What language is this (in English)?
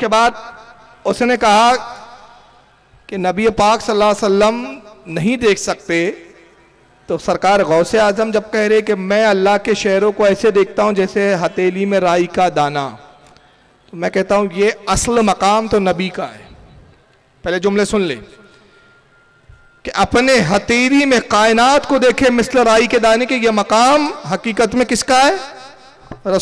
Urdu